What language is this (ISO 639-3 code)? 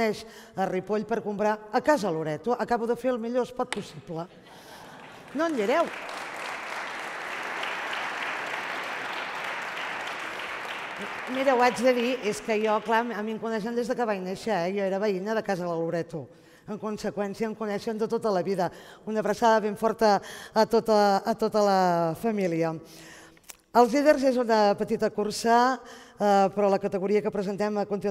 cat